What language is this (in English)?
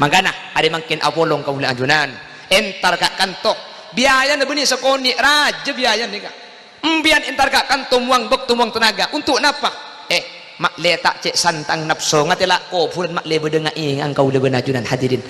Madurese